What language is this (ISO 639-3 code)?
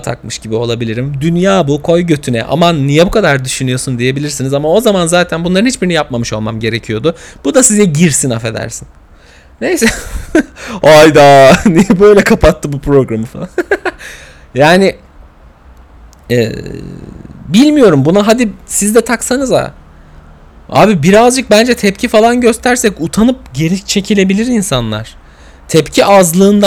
tur